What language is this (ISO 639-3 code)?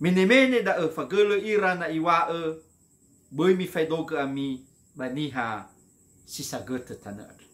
nia